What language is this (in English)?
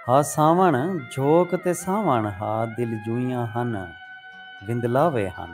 Saraiki